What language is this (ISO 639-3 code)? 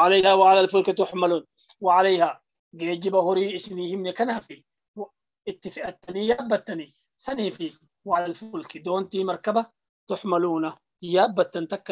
orm